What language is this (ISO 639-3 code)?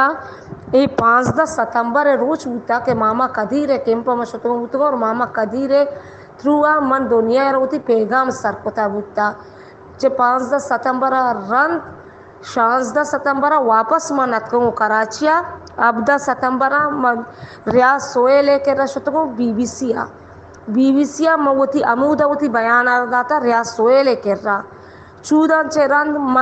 bal